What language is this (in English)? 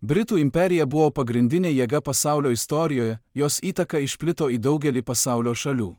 Lithuanian